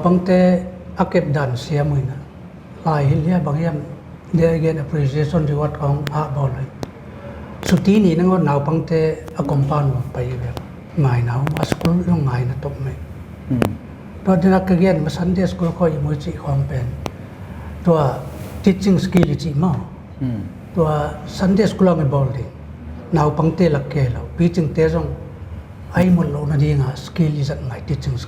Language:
Paite Chin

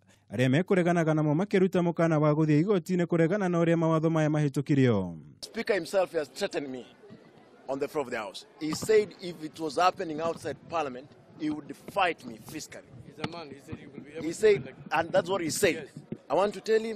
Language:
Kikuyu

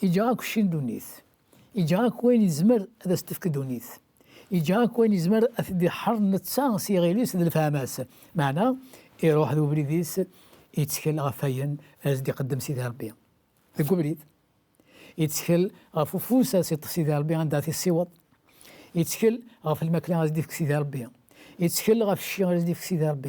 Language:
Kabyle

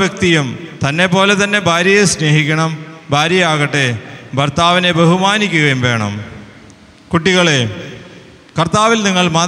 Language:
Malayalam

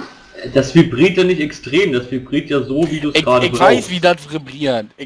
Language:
German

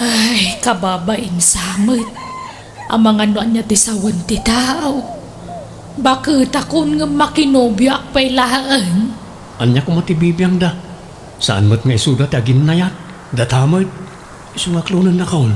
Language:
Iloko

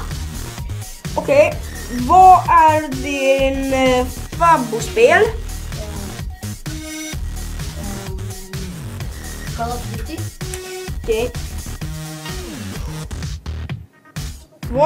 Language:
Swedish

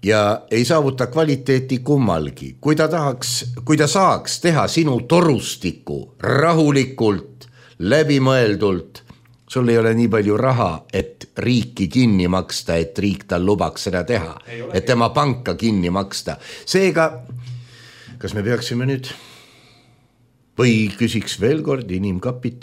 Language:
Estonian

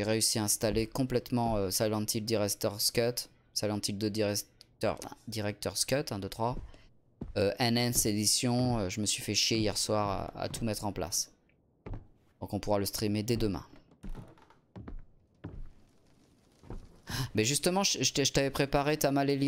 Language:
French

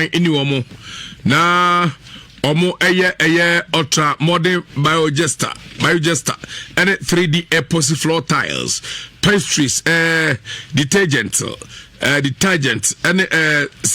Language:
Akan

